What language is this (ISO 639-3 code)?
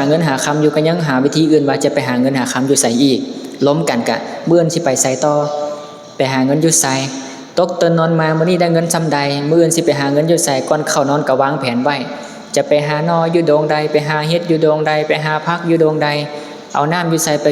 lao